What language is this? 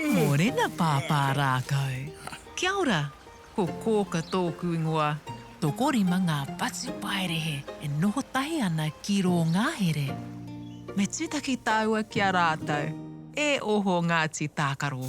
Māori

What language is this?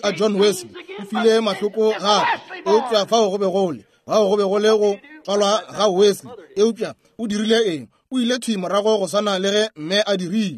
Northern Sotho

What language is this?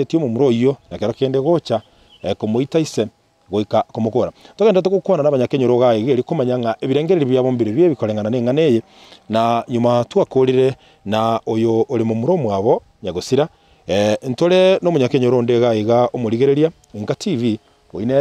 Gusii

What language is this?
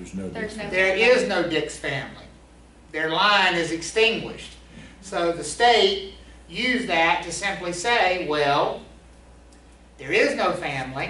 English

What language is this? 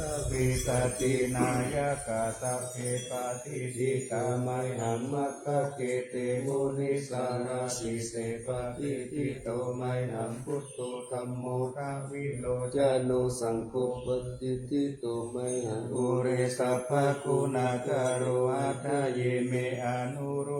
Pali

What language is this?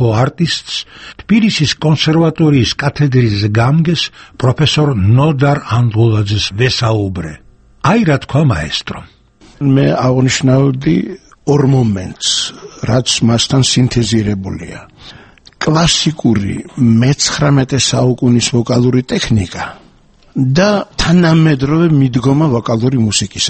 Georgian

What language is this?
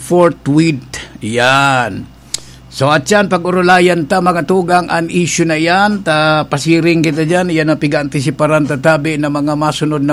Bikol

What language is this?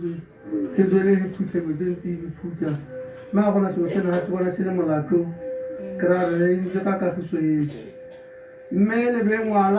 Tswana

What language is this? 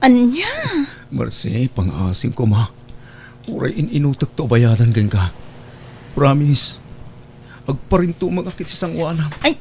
Iloko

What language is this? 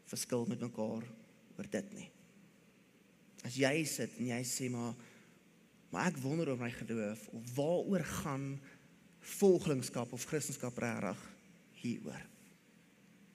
Afrikaans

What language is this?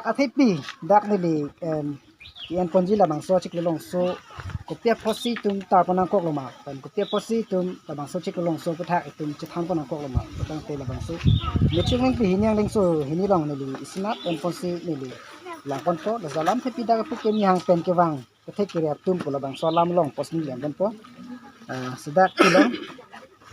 Karbi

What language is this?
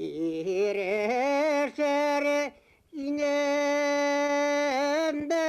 Bashkir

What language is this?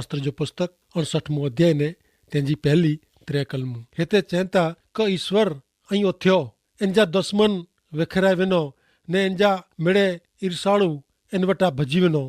Kachhi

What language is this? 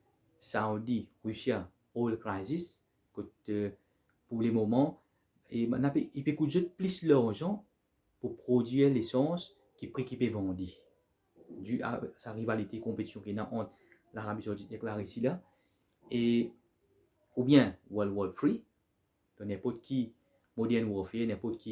Morisyen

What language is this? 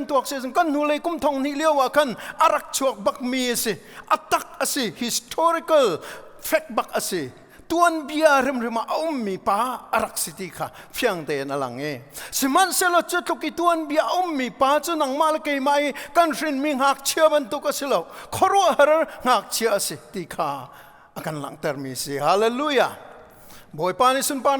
Hakha Chin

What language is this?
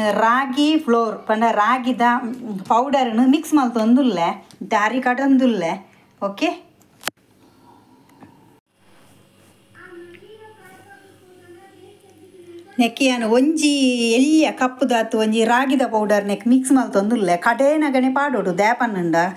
Tulu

